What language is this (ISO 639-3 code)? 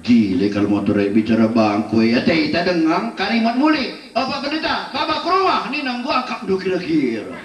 btx